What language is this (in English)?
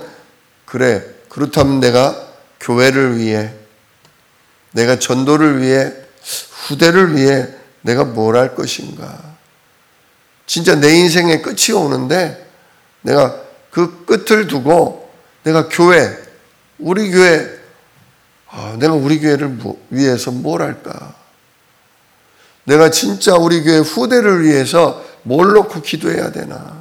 Korean